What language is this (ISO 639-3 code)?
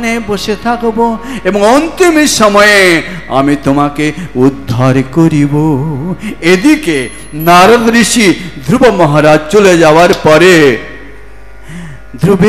ben